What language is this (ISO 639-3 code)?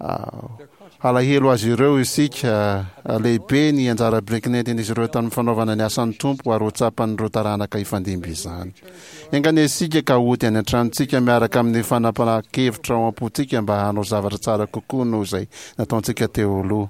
mlg